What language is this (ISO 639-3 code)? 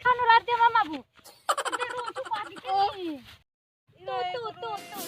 bhp